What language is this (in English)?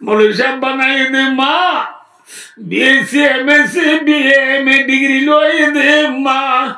Rohingya